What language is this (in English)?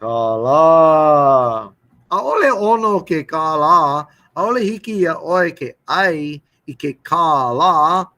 Hawaiian